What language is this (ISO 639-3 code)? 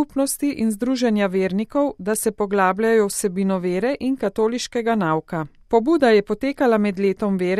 slv